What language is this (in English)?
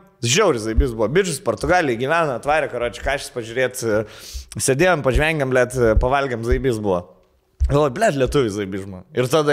Lithuanian